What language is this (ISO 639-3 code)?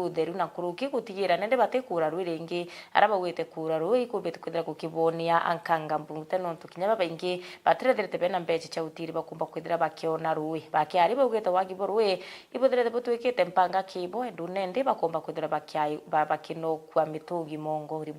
mer